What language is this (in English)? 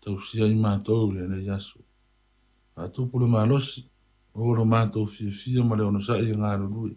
Samoan